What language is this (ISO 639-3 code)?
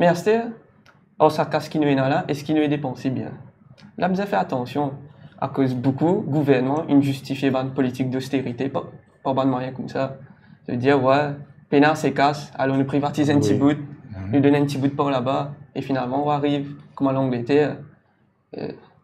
mfe